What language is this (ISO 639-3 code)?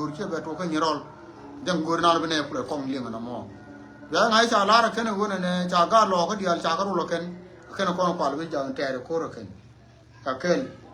nus